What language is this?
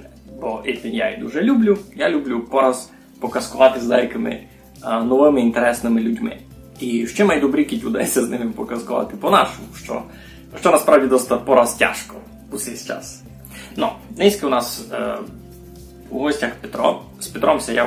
Rusyn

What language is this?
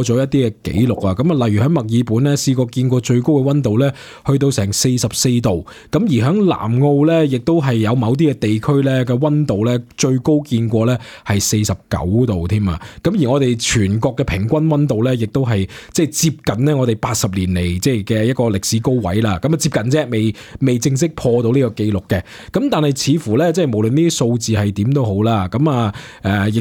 Cantonese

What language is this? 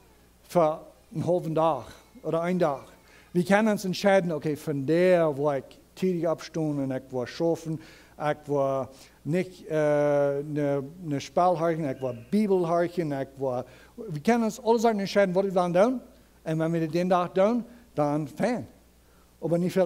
Plautdietsch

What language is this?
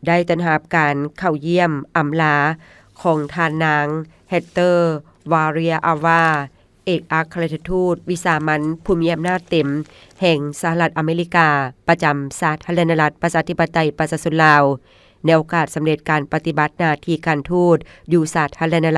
Lao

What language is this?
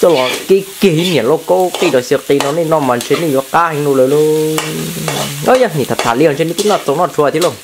Hmong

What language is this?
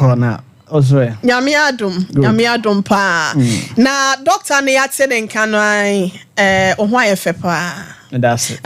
Akan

